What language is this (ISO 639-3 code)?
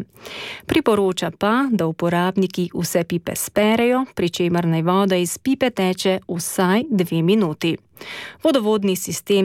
slv